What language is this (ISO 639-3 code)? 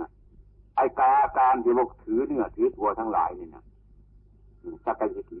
tts